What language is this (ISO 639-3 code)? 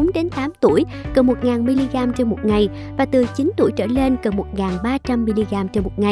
vie